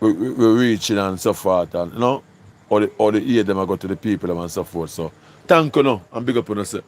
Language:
Jamaican Creole English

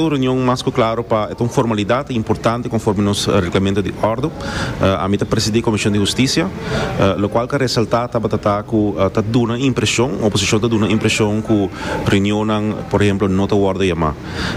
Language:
Papiamento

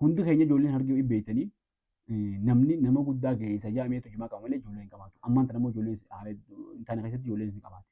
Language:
Oromo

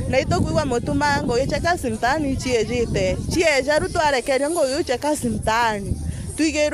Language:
Meru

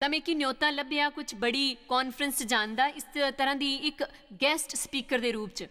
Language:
Dogri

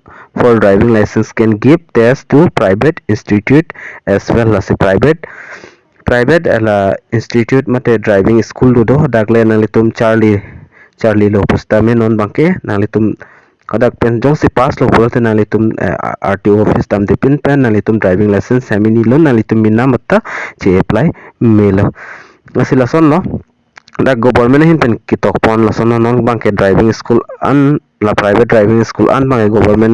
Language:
Karbi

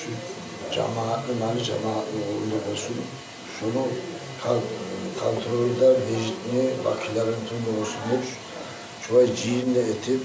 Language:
Kumyk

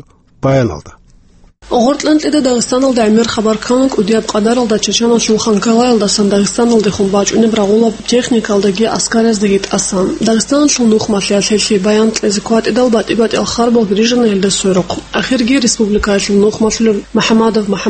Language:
Avaric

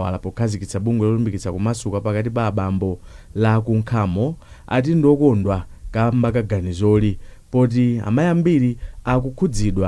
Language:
Nyanja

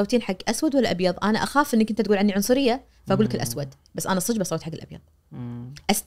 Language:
Najdi Arabic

